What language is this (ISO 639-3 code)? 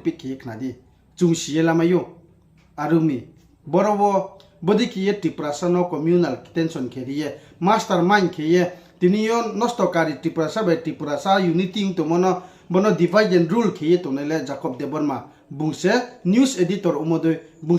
ria